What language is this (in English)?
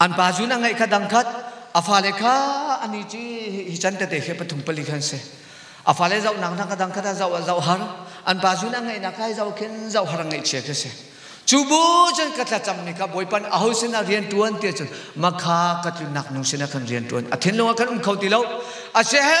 Hakha Chin